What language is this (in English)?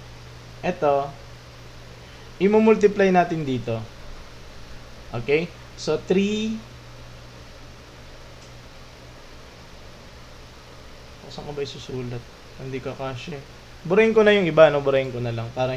Filipino